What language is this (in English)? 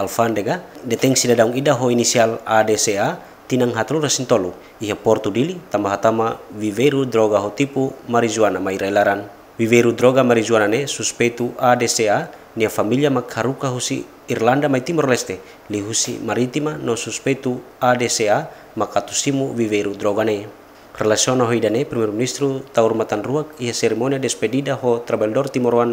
Tetum